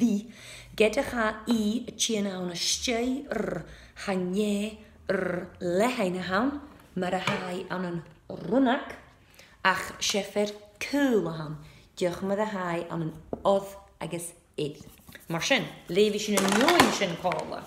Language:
Scottish Gaelic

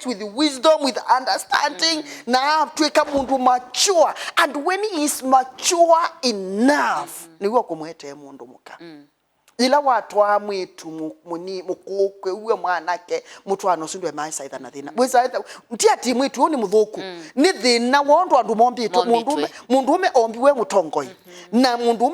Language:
Kamba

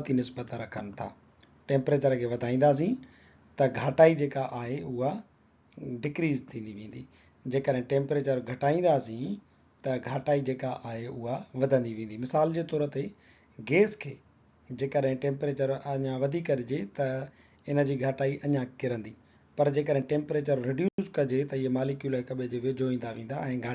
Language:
Sindhi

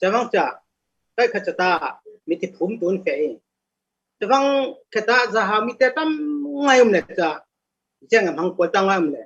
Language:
Falam Chin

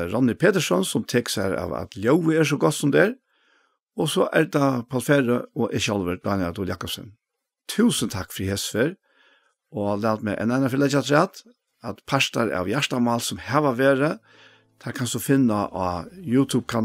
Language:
Faroese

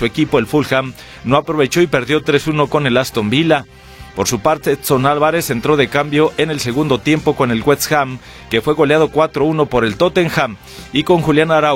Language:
Spanish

